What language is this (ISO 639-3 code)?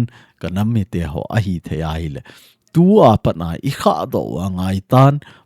tcz